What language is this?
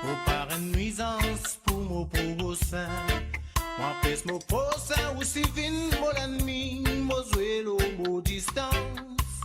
Morisyen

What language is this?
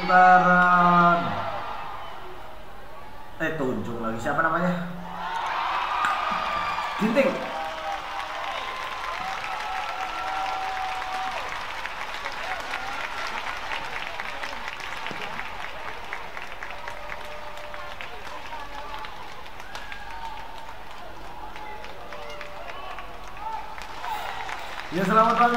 Indonesian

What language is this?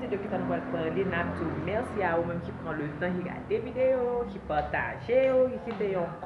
Haitian Creole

